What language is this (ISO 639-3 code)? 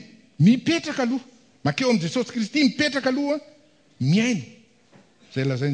mlg